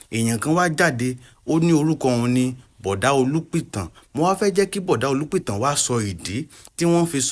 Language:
Yoruba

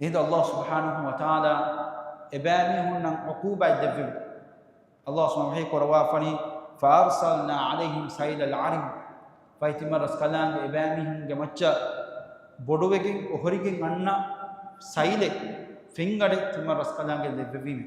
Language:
Divehi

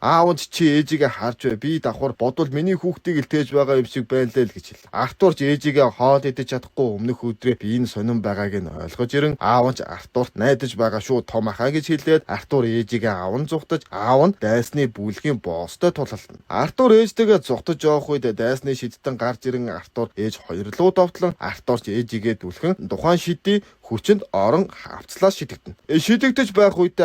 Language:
Mongolian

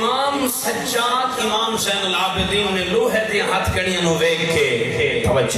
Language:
Saraiki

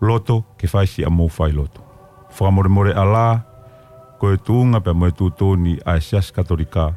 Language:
Tongan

